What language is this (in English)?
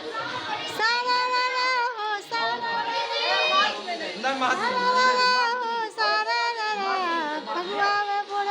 Maithili